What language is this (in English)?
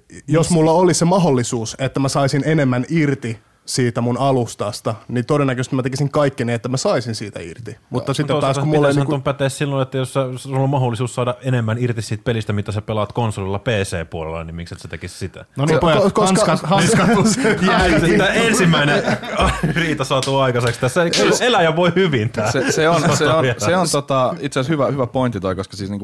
Finnish